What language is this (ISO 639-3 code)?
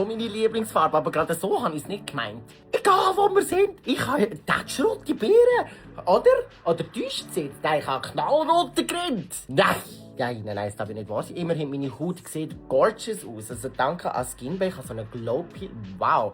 gsw